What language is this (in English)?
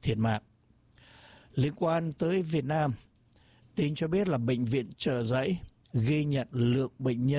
Vietnamese